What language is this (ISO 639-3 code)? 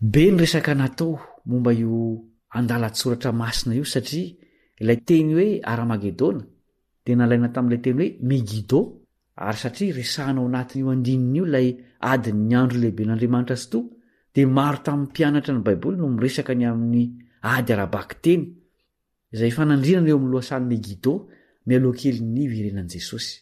mlg